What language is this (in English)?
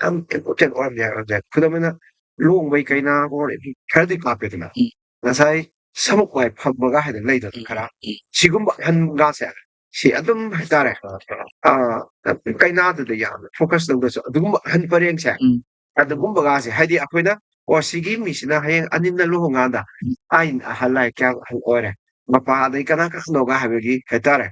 Manipuri